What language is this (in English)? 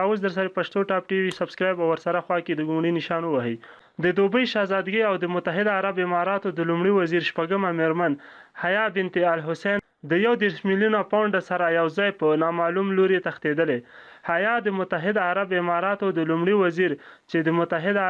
Pashto